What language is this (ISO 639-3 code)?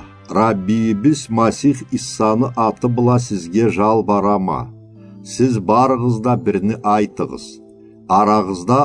krc